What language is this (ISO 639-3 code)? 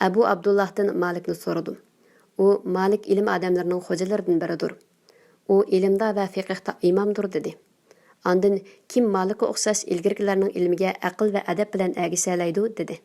uig